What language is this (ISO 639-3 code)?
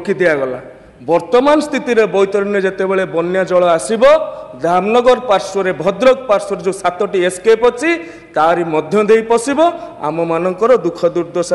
ori